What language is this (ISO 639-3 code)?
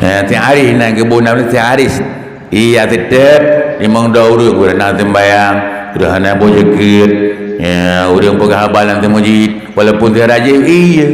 ace